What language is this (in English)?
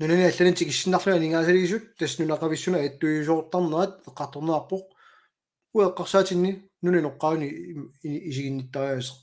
Kalaallisut